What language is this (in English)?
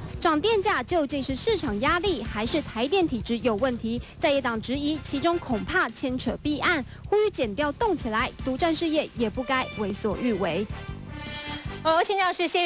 Chinese